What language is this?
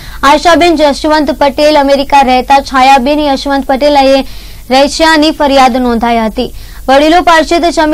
Gujarati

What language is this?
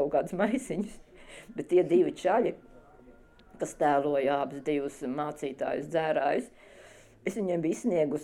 Latvian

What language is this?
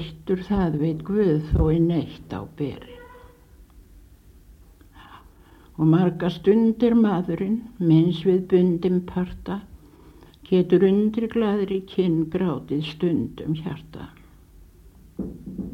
Icelandic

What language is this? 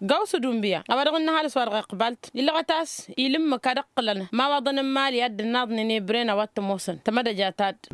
Tamasheq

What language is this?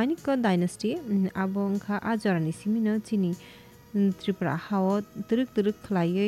Kok Borok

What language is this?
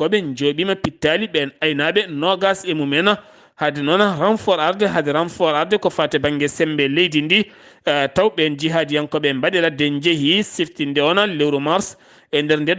Fula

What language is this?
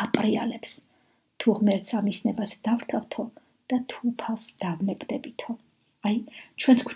Georgian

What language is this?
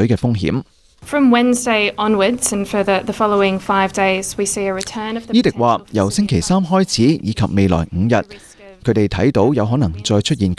Cantonese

